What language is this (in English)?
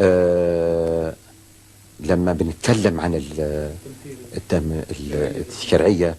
Algerian Arabic